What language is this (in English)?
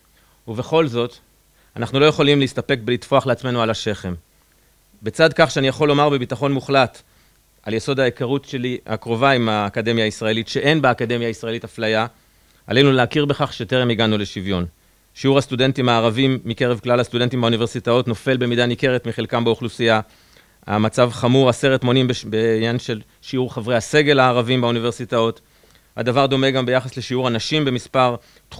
Hebrew